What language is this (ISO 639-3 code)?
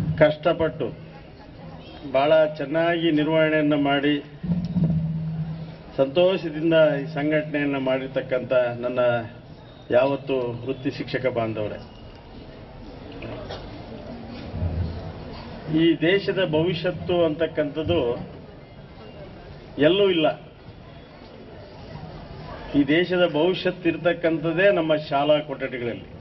kan